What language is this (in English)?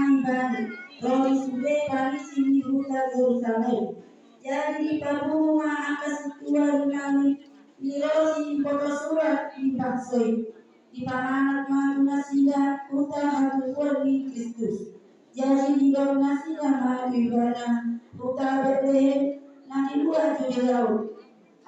Batak Toba